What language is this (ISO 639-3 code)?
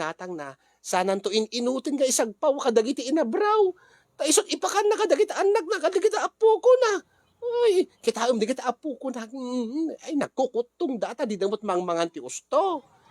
ilo